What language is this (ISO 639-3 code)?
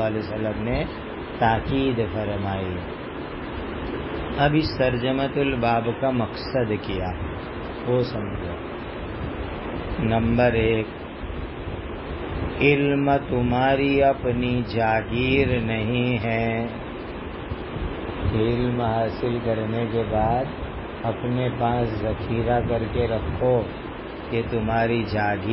urd